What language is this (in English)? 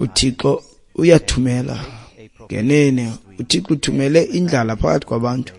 Xhosa